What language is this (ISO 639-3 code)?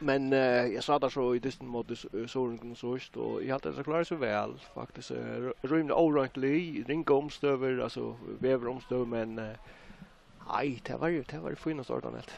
fao